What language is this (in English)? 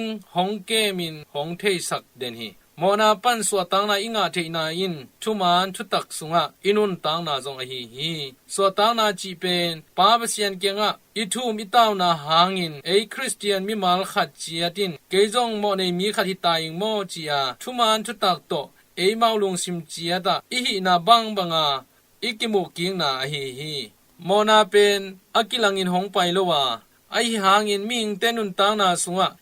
Tedim Chin